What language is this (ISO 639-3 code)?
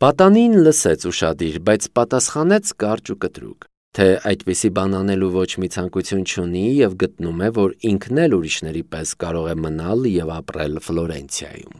hye